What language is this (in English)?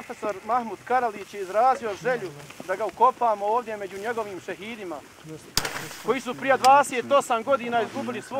Bosnian